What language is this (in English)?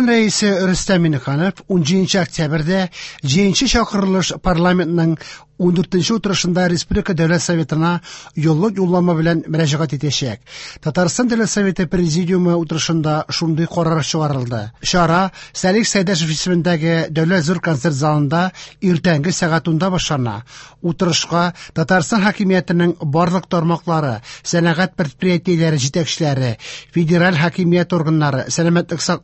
Tatar